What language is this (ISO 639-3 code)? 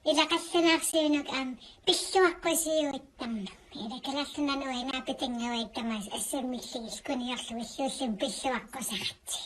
kal